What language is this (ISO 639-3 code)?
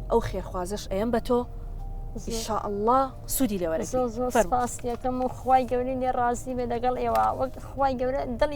ckb